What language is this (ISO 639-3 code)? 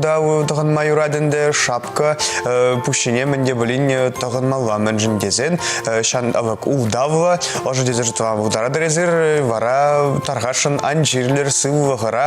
chv